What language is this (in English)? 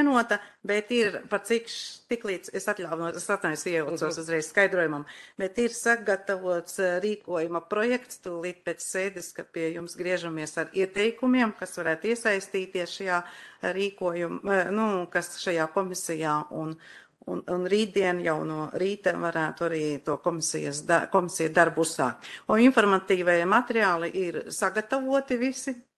Latvian